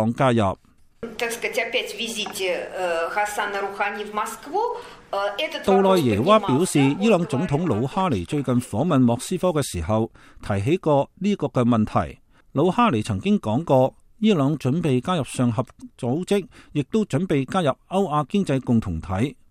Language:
Cantonese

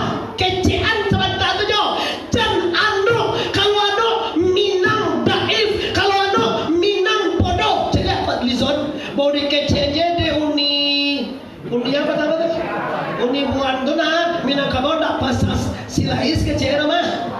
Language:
Minangkabau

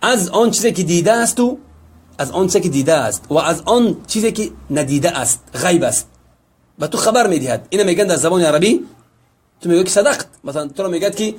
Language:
Tajik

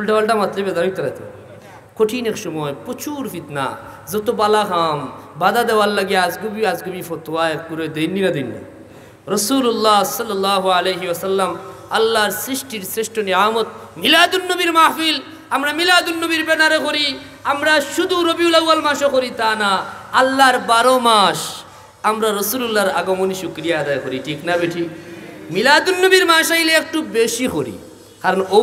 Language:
Sylheti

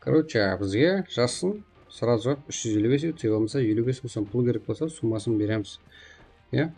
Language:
Kara-Kalpak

